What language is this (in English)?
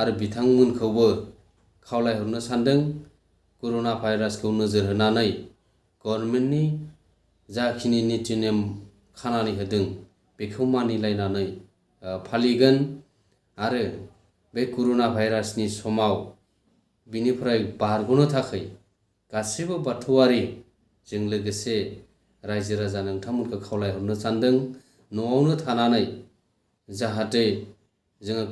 Bodo